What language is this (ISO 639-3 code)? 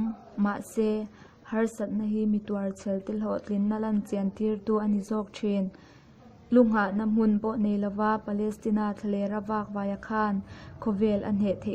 lus